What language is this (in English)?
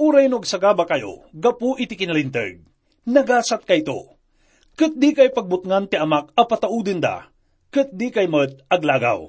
Iloko